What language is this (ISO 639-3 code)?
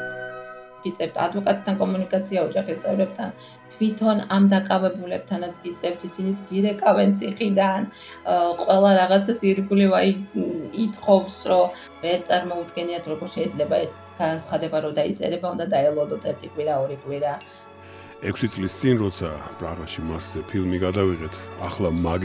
kat